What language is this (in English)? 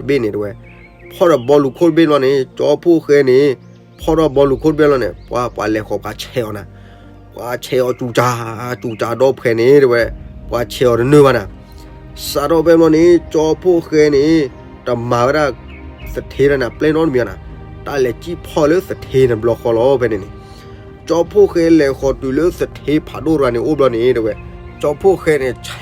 S'gaw Karen